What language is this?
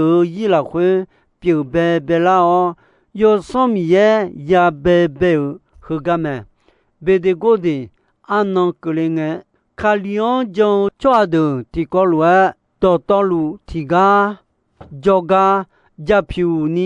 Akha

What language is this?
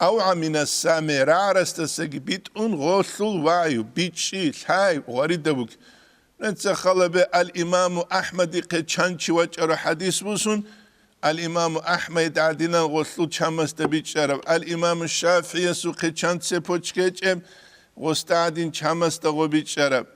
Avaric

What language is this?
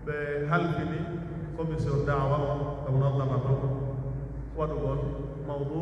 Pular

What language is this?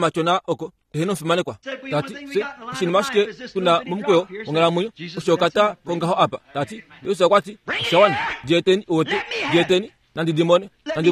Kuanyama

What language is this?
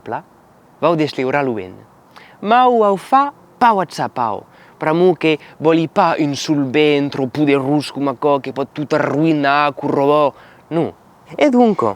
Occitan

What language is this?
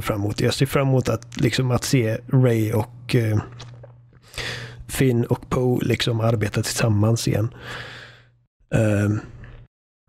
Swedish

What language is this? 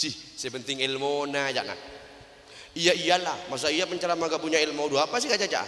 Madurese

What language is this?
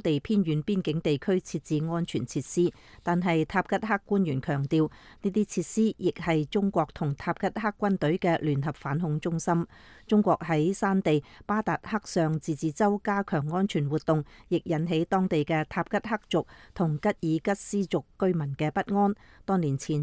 Cantonese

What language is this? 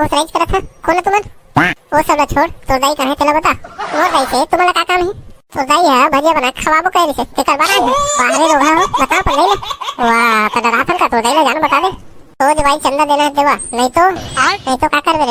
Chhattisgarhi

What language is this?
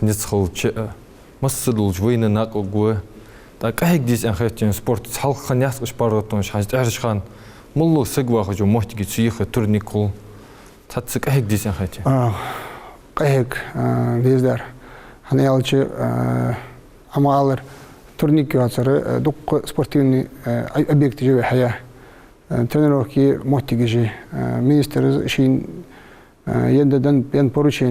Ingush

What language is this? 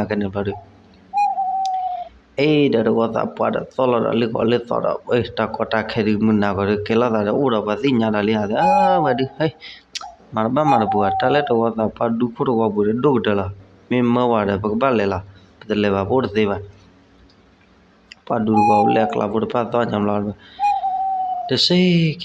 S'gaw Karen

